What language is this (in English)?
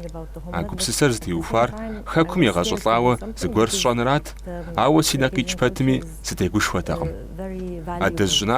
Kabardian